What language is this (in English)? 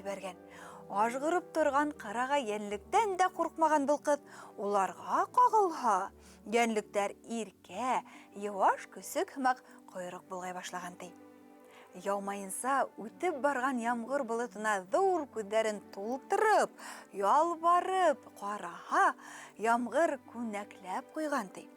Bashkir